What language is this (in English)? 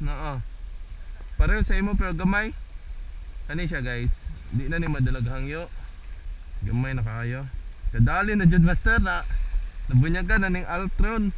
Cebuano